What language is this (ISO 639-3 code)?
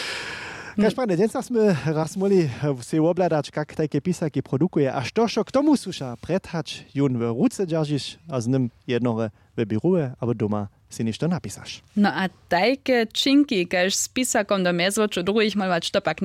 hsb